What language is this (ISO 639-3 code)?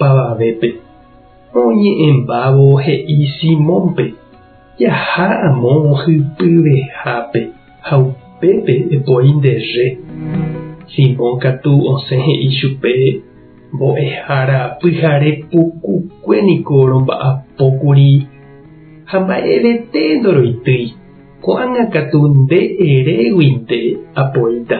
grn